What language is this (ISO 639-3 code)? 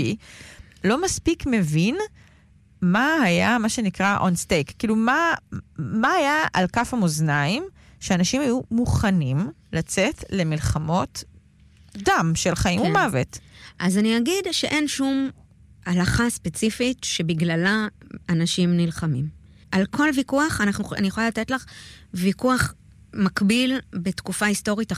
heb